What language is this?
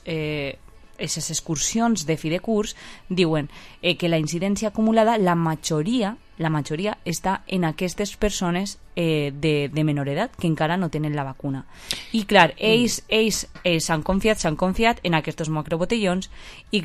Catalan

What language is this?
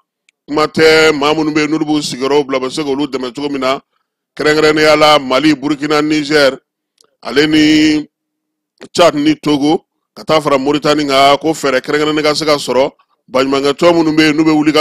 Bambara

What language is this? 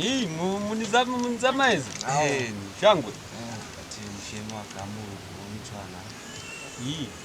Lozi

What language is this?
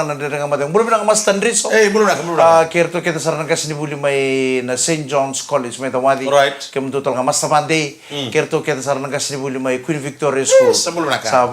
Fijian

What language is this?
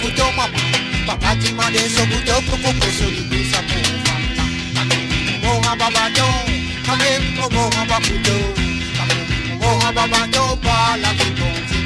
Morisyen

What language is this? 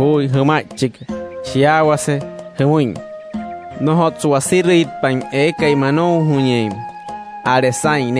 Wayuu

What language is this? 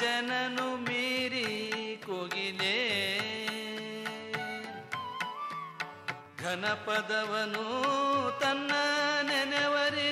Kannada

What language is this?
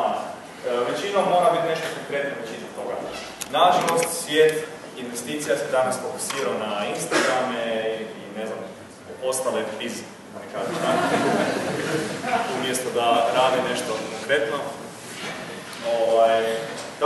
Croatian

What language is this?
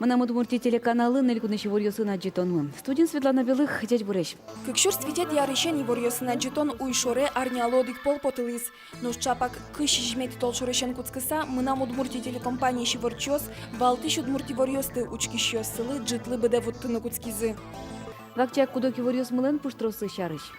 Udmurt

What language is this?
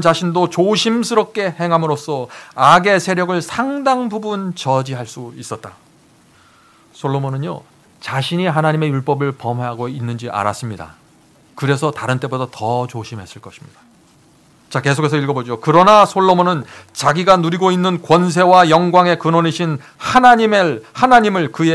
Korean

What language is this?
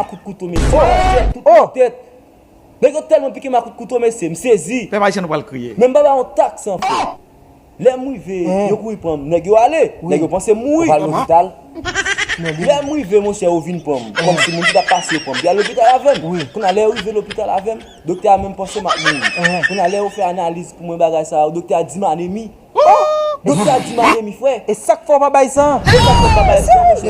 Haitian Creole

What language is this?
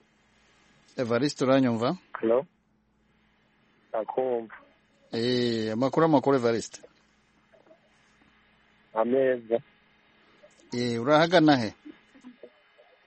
Kinyarwanda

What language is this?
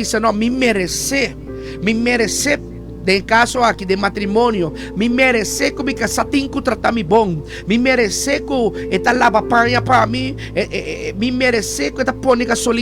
Papiamento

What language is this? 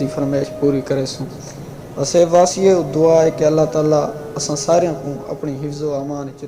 Saraiki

